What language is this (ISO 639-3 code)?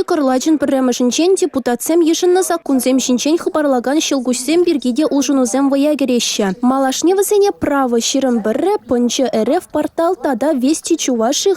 chv